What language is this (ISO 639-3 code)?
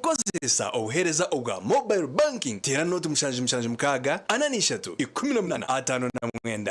nyn